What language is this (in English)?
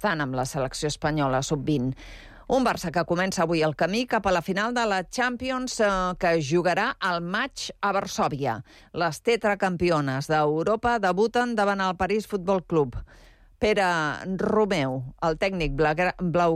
Catalan